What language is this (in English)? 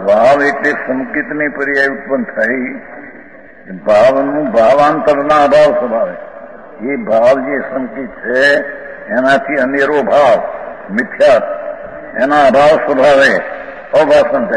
Gujarati